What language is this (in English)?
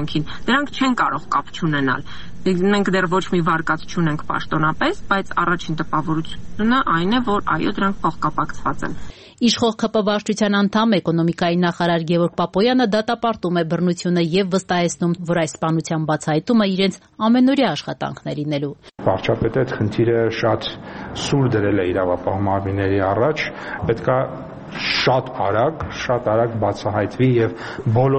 Armenian